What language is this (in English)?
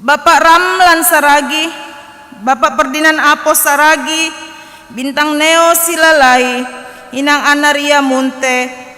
Batak Simalungun